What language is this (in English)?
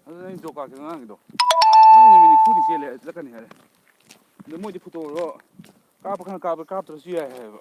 Manipuri